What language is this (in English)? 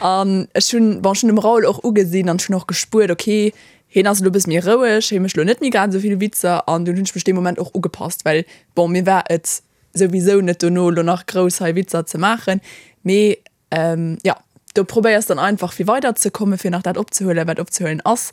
Luxembourgish